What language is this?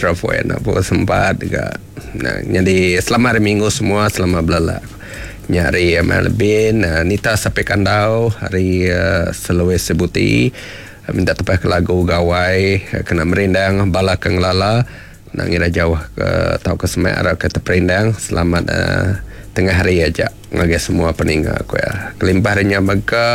Iban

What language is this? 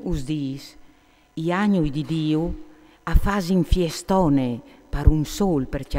Friulian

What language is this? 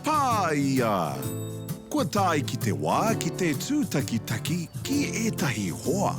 Māori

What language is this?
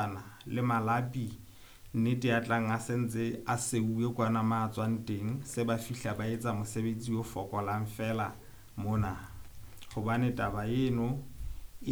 Southern Sotho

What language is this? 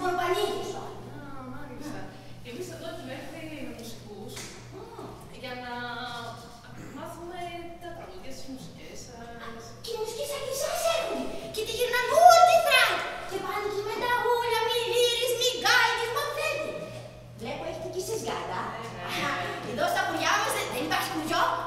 Greek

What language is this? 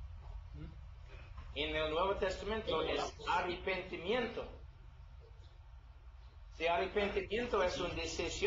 Spanish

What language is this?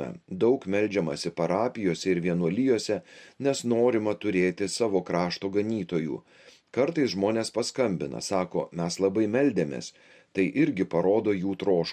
Lithuanian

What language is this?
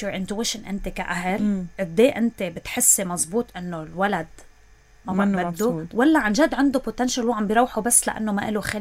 North Levantine Arabic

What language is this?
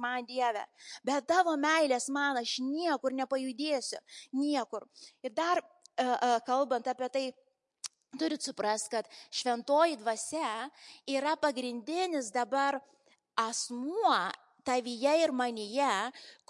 Lithuanian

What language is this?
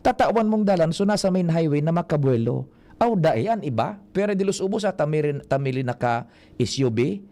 Bikol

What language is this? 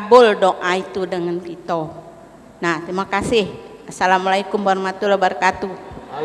Musi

